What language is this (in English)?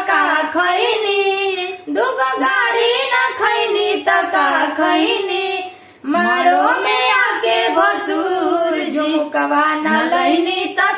Bhojpuri